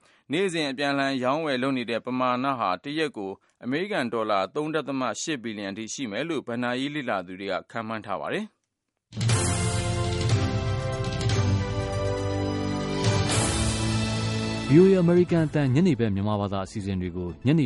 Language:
Burmese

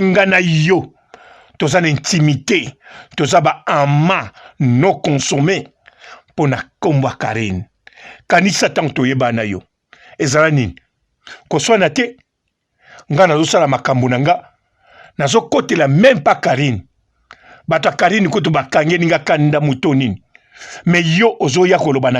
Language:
Lingala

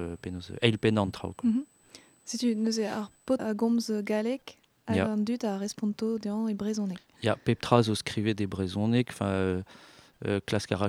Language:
Breton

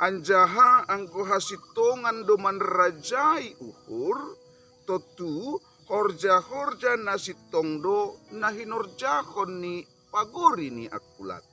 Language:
Batak Simalungun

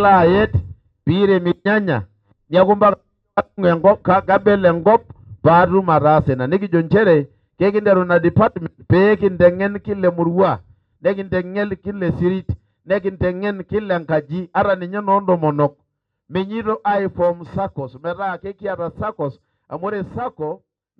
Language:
Masai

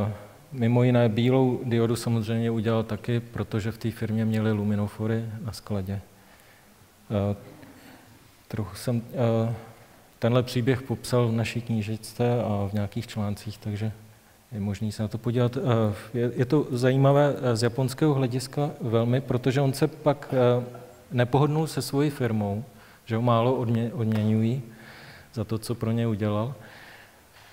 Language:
Czech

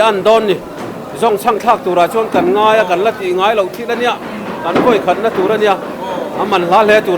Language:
Mizo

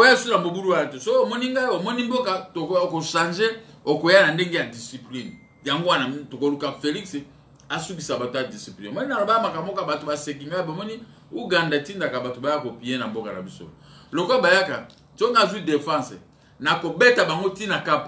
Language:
Lingala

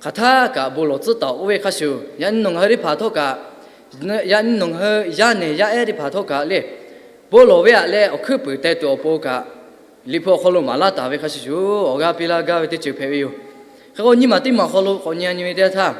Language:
Lahu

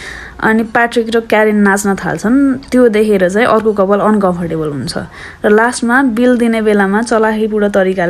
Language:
Nepali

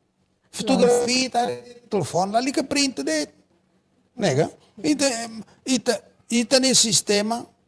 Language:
Tetum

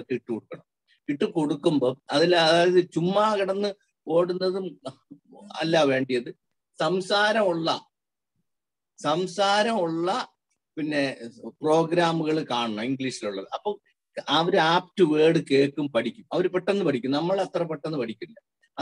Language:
Malayalam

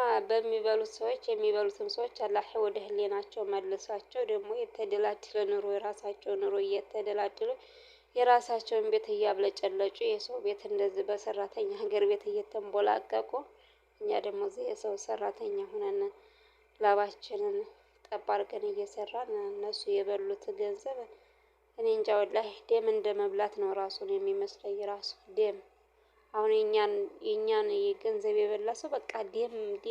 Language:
Amharic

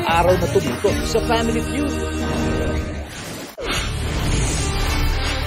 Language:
Filipino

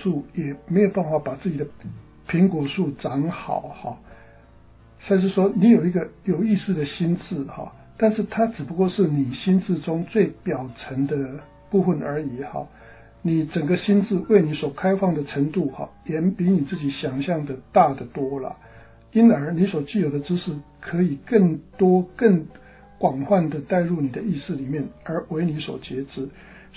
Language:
Chinese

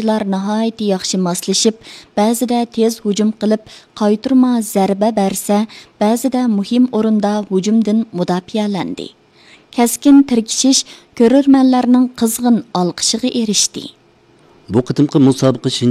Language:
Uyghur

